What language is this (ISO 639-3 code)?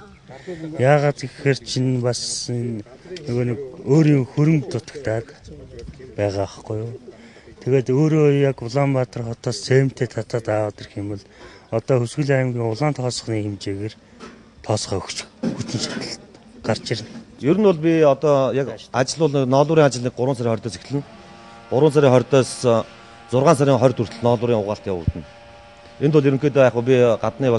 mon